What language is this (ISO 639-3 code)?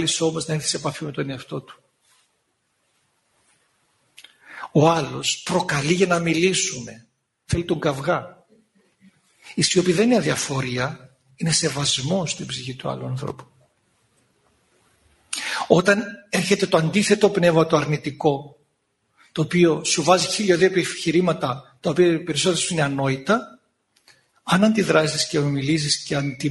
ell